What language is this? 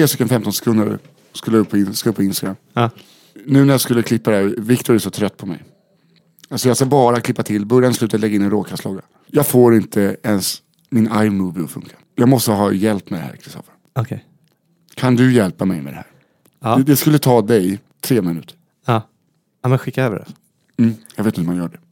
Swedish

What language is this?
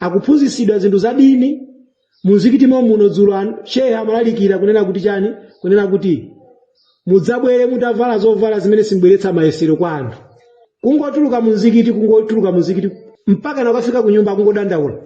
Nyanja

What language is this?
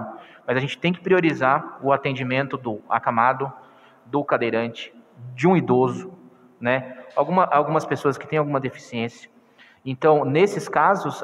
Portuguese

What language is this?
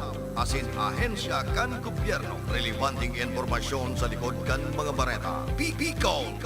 Bikol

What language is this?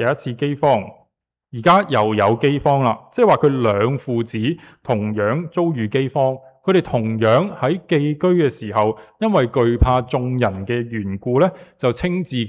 Cantonese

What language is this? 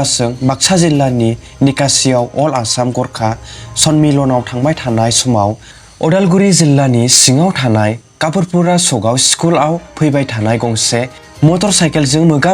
Bodo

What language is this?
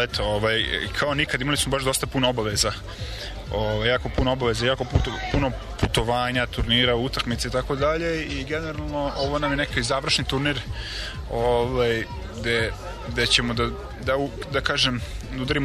Serbian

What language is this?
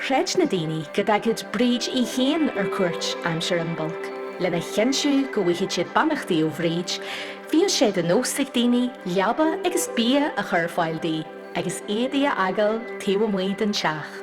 Irish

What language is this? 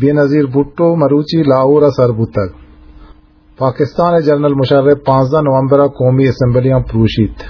Eastern Balochi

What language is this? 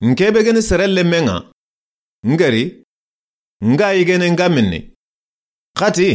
Soninke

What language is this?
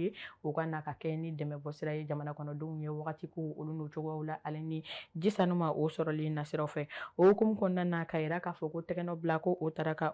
Bambara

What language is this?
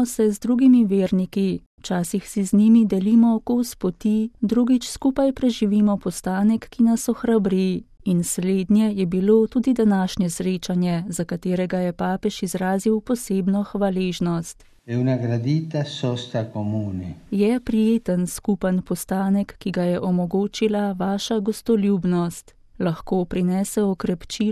Slovenian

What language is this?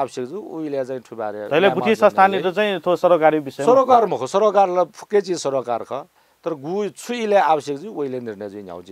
Newari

